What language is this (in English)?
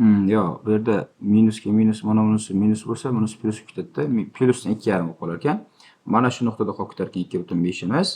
Uzbek